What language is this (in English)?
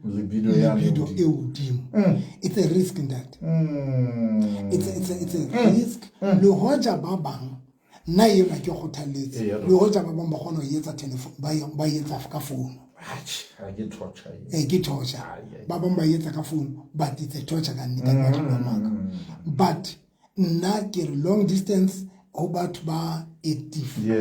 Southern Sotho